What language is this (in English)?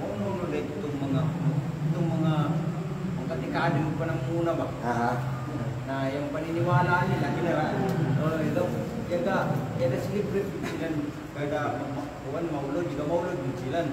Kalagan